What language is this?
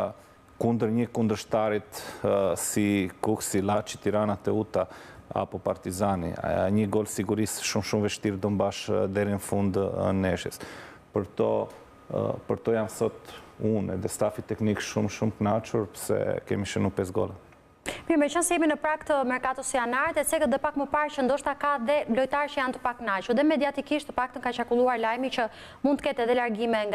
Albanian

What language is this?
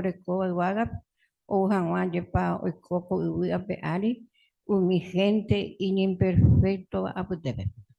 Guarani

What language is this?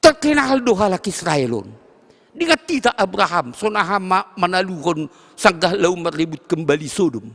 Batak Simalungun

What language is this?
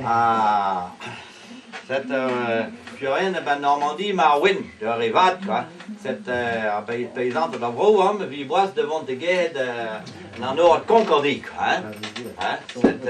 Breton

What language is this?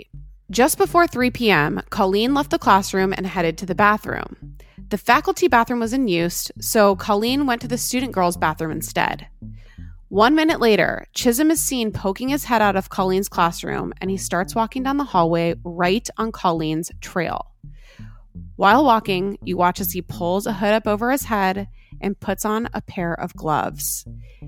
English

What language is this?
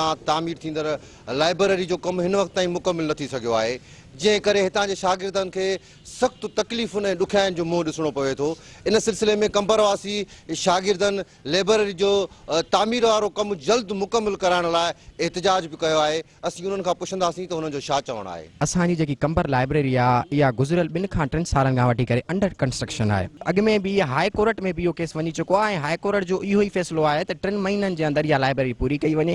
Sindhi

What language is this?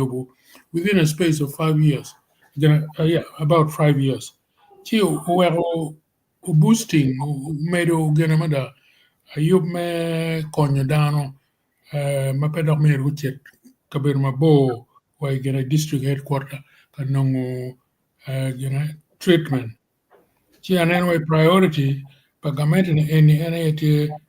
Acoli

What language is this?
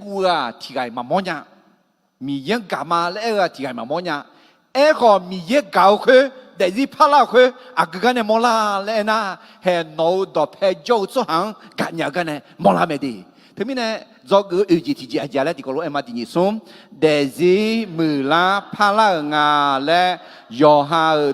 Akha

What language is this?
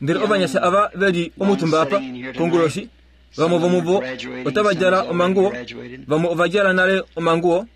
Kuanyama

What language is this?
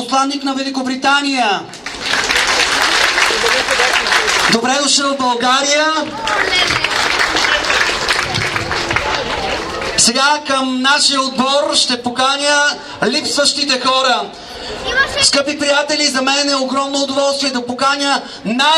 Bulgarian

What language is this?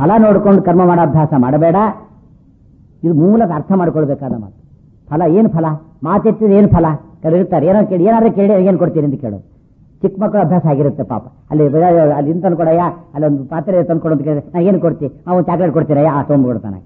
Kannada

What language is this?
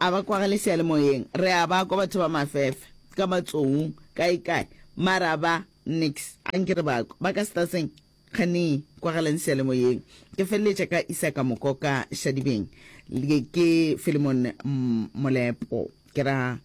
Northern Sotho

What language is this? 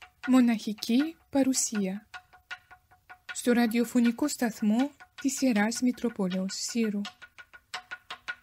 Greek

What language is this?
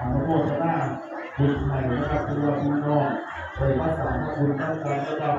Northeastern Thai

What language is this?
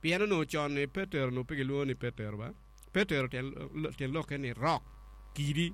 Acoli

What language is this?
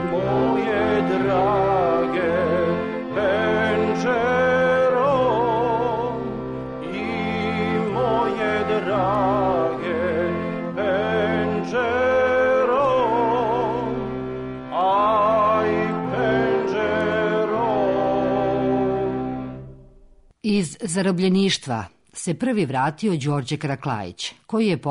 Serbian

